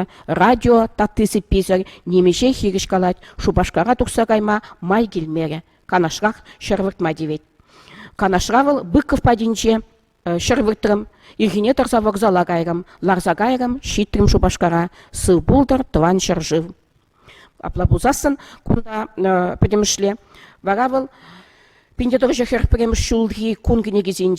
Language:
Chuvash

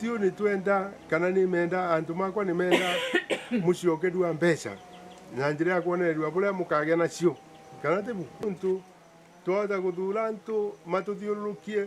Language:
Meru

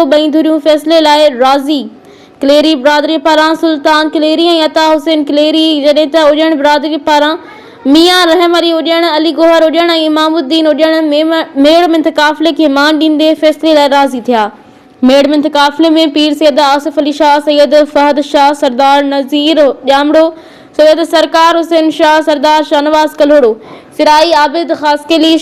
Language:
Sindhi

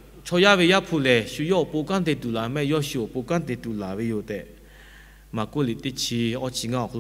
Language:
Lahu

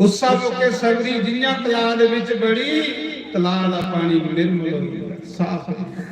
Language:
Dogri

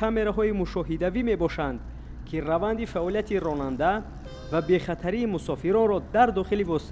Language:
Tajik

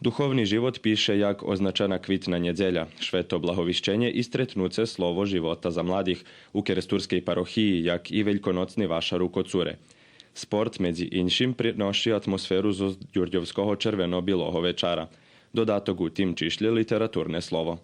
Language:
Rusyn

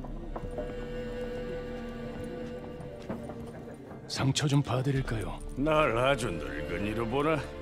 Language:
Korean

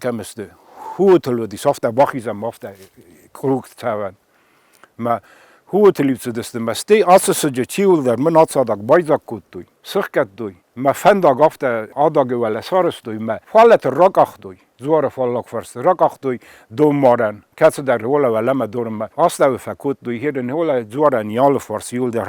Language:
Ossetic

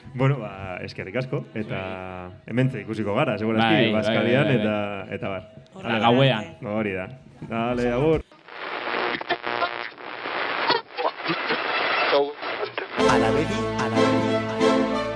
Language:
Basque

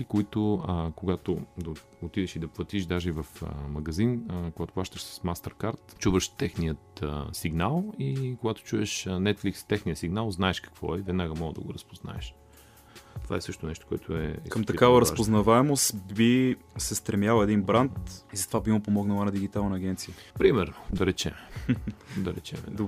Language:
Bulgarian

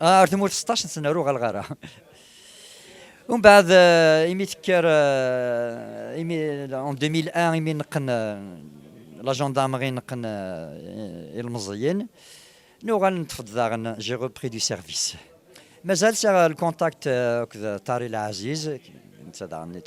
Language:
Kabyle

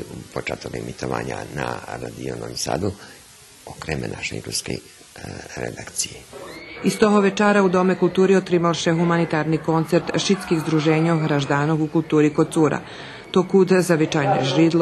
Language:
Rusyn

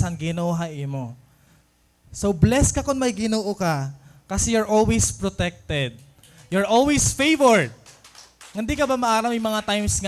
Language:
Waray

